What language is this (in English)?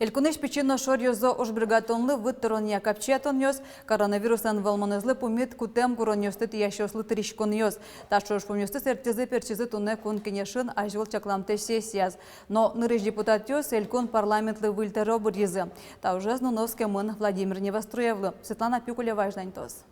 Udmurt